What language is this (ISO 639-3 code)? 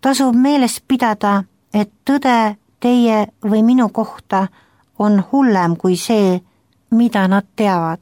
est